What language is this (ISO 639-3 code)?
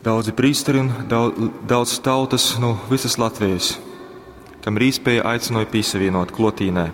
ltg